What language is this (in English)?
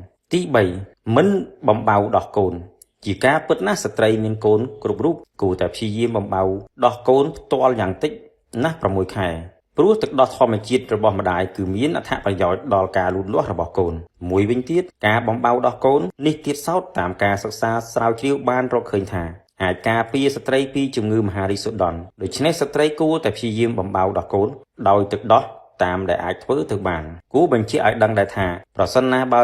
Khmer